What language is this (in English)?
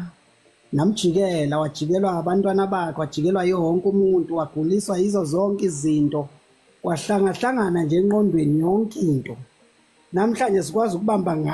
Zulu